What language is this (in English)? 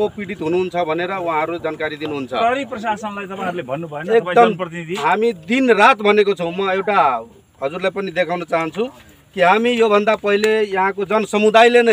Nepali